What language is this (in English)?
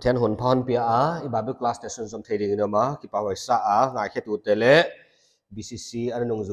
Paite Chin